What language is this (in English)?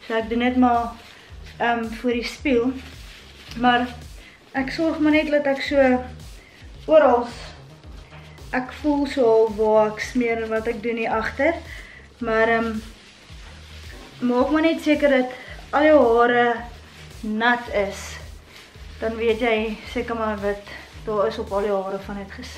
Afrikaans